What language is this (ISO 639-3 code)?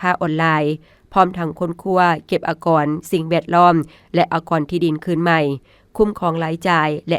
lao